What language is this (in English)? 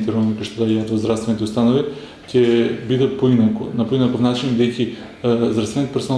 Macedonian